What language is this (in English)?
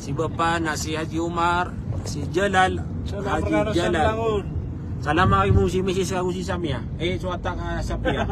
Maranao